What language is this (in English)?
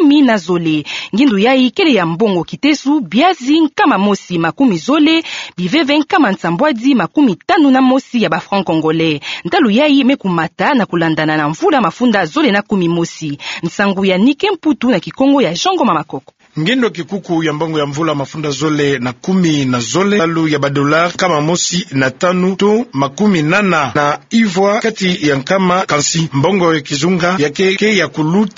Kituba (Democratic Republic of Congo)